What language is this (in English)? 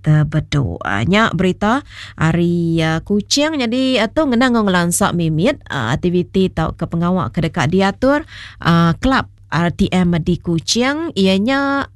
Iban